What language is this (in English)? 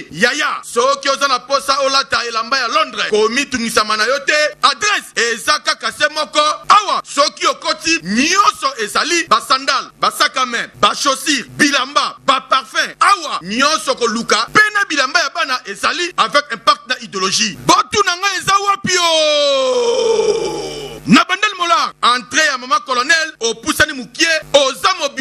Lingala